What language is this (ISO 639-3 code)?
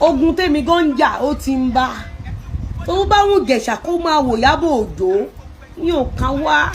yor